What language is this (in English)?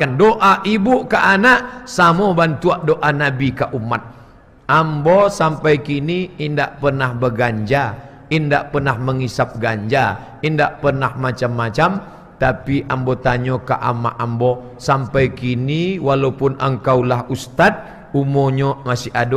Minangkabau